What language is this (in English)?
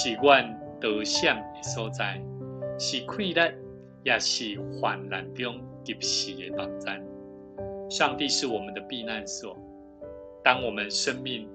Min Nan Chinese